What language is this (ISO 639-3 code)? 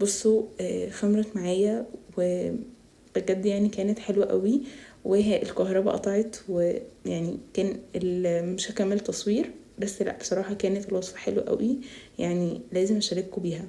arz